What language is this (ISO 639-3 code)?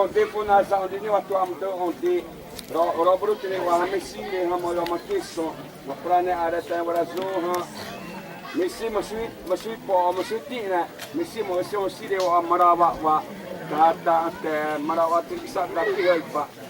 xav